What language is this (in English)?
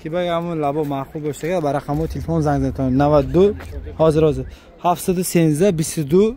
Tajik